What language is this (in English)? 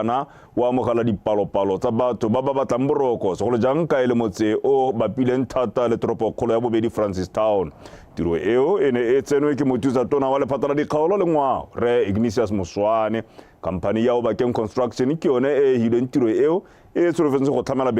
Tswana